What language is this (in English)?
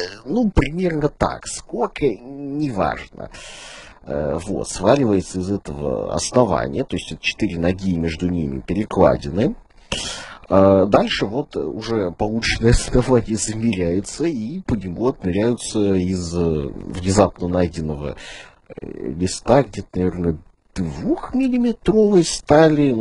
Russian